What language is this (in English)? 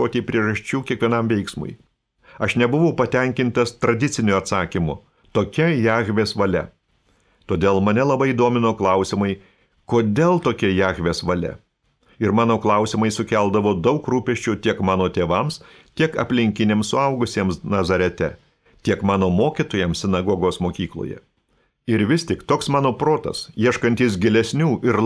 Lithuanian